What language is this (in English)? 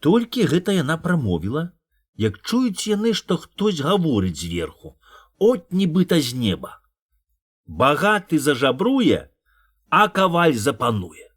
Belarusian